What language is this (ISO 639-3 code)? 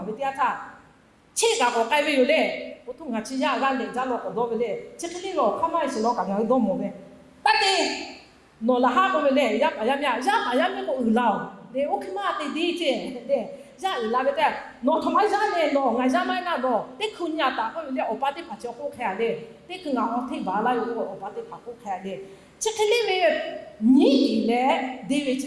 lhu